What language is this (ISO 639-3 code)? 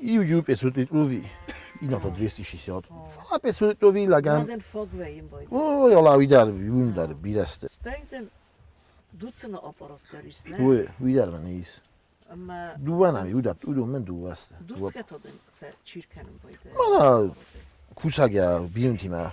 oss